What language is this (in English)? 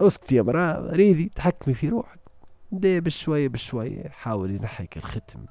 Tunisian Arabic